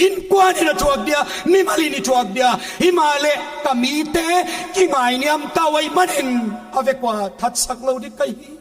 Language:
Paite Chin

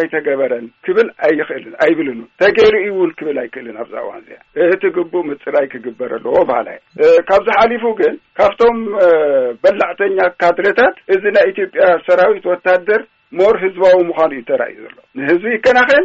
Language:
Tigrinya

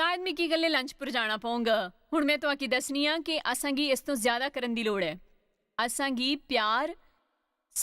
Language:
Dogri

